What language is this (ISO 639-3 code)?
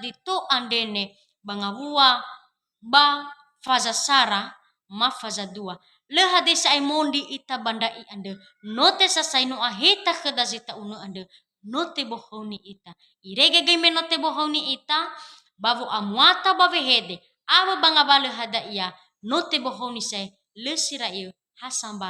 nia